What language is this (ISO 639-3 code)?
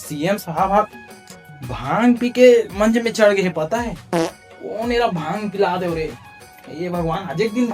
hne